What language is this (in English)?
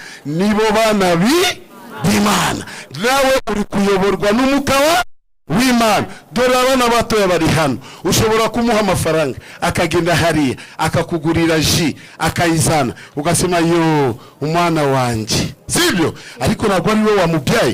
Kinyarwanda